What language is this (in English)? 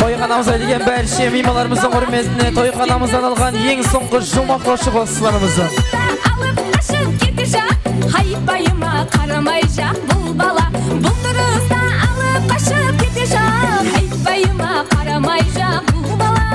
Kara-Kalpak